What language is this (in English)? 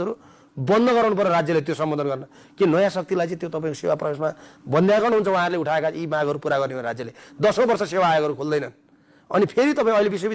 Nepali